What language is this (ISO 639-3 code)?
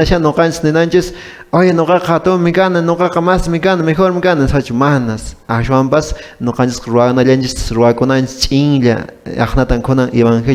que